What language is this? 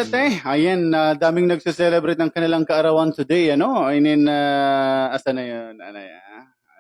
Waray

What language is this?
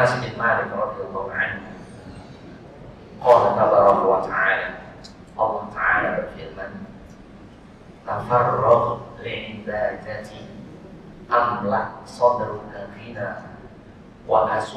Indonesian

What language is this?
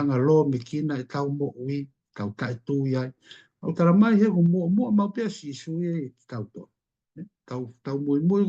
Tongan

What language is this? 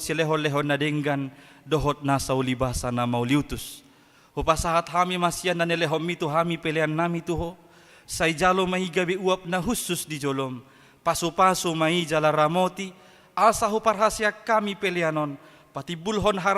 Batak Toba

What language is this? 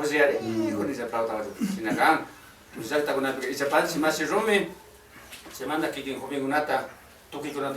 Chimborazo Highland Quichua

